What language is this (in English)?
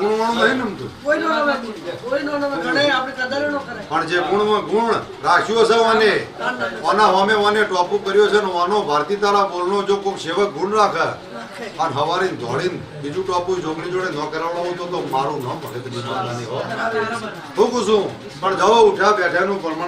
Gujarati